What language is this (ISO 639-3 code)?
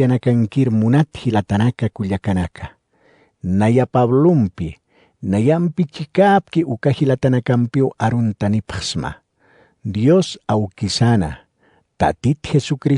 aym